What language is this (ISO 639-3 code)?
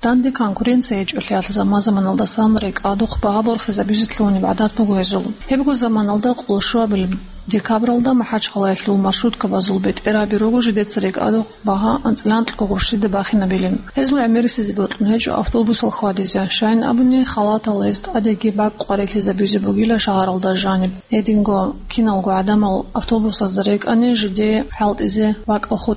ava